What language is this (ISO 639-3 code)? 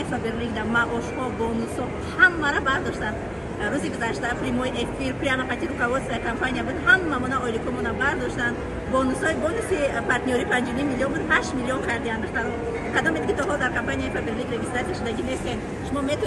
tgk